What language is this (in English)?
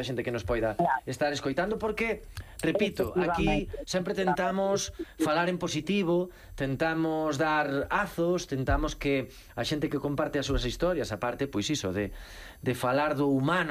Galician